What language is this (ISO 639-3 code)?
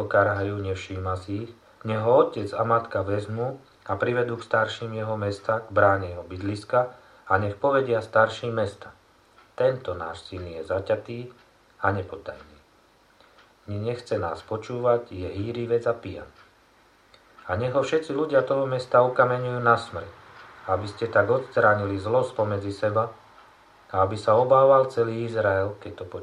slk